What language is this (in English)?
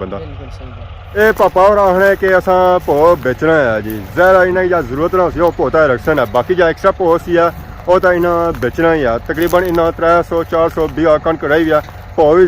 Pahari-Potwari